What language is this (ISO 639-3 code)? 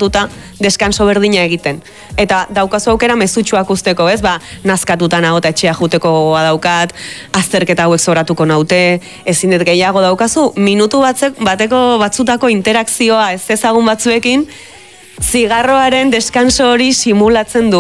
eus